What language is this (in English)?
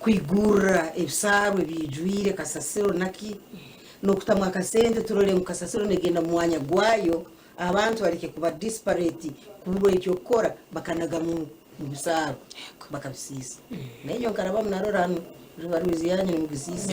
Nyankole